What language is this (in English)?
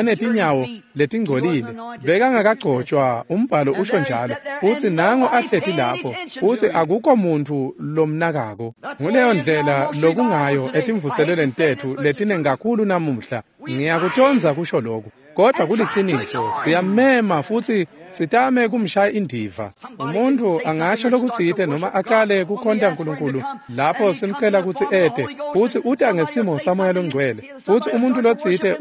Swati